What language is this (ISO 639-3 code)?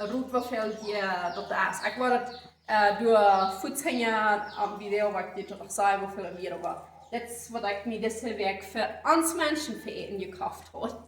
pdt